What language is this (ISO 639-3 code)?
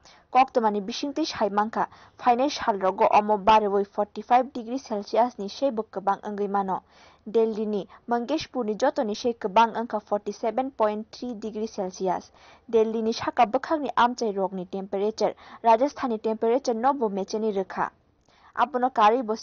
trp